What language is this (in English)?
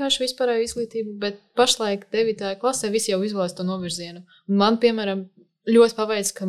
Latvian